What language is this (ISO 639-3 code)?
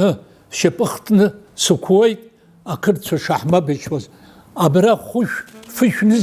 abk